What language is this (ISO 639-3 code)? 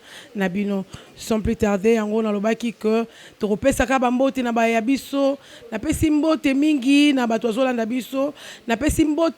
lin